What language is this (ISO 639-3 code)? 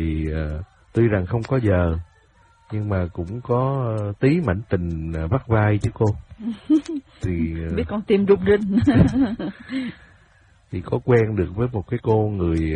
vie